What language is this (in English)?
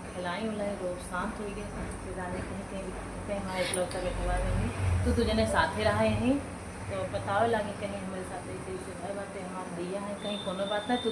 Awadhi